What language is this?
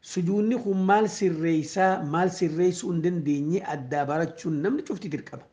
Oromo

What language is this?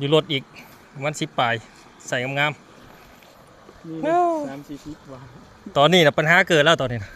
Lao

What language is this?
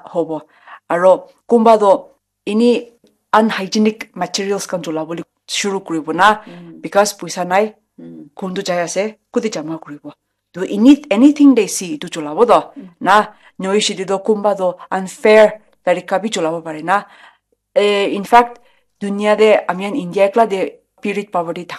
Naga Pidgin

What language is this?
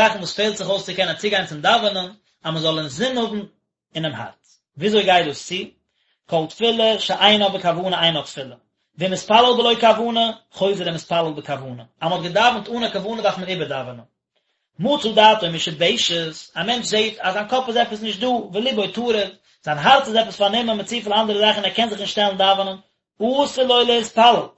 Yiddish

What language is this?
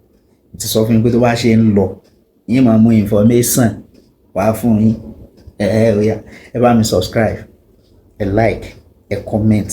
Yoruba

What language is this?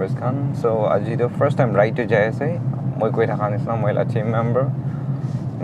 Naga Pidgin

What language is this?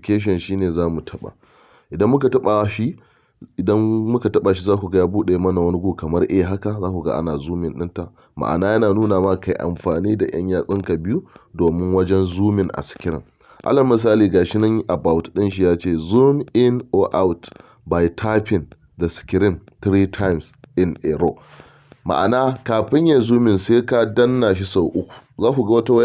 Hausa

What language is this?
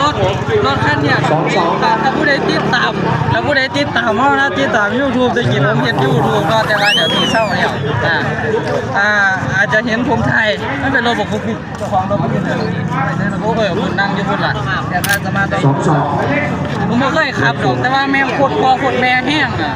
Northeastern Thai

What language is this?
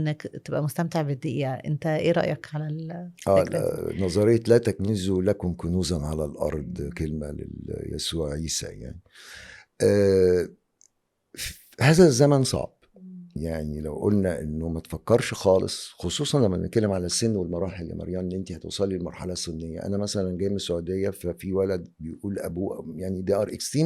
Egyptian Arabic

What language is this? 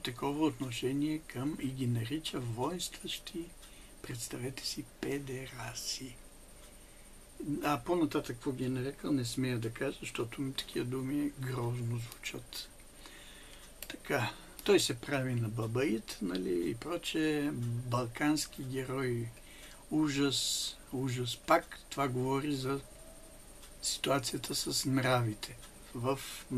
Bulgarian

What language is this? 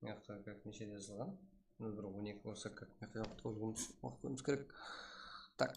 Kara-Kalpak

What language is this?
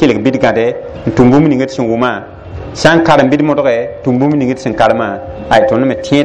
Mossi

